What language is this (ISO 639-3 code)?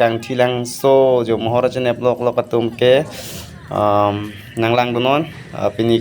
mjw